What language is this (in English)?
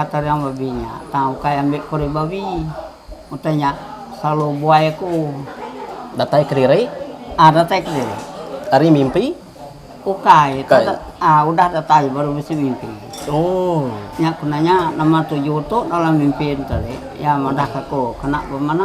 Iban